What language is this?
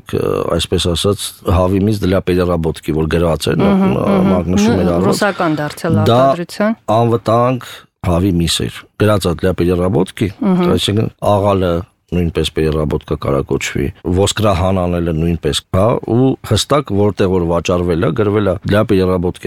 Armenian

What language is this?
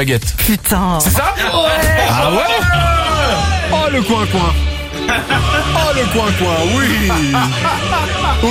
French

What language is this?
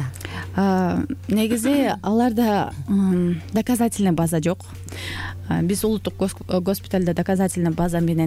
Kyrgyz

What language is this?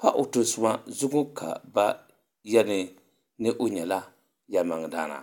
Dagbani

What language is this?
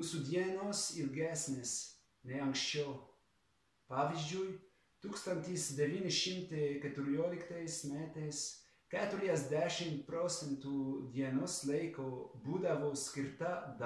Lithuanian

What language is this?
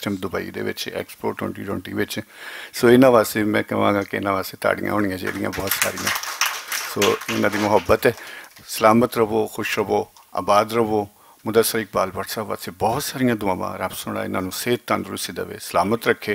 Western Panjabi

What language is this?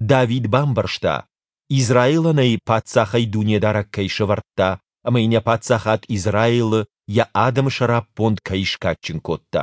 Ossetic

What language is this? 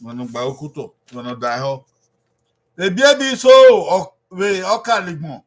Bini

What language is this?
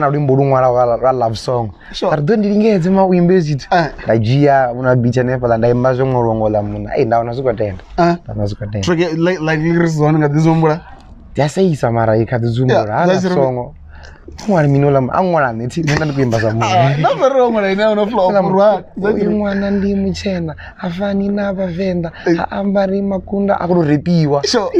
Venda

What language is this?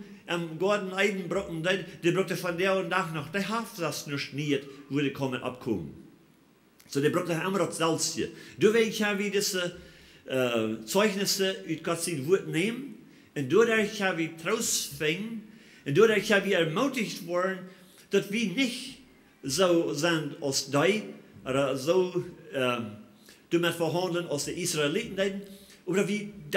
Plautdietsch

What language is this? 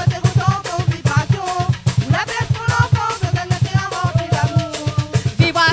Réunion Creole French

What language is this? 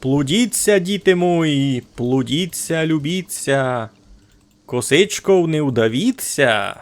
Rusyn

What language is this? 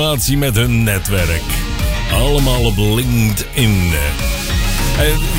Dutch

